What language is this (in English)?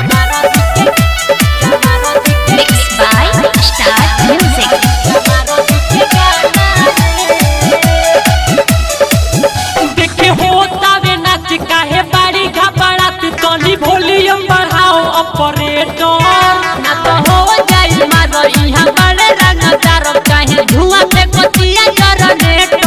Bhojpuri